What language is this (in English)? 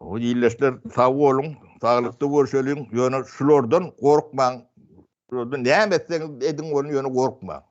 Turkmen